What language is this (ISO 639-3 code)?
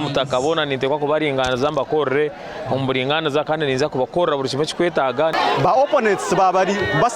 nyn